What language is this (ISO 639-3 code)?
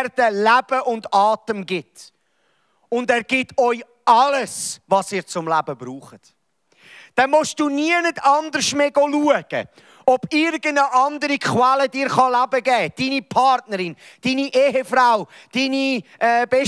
gsw